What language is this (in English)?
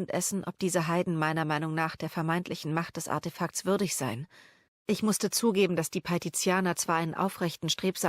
Swiss German